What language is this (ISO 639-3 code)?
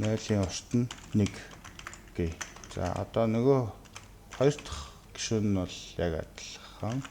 mon